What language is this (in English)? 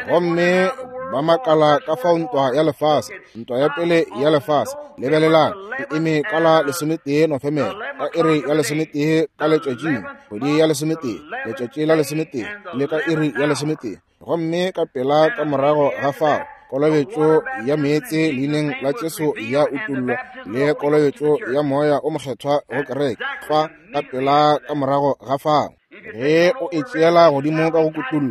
Northern Sotho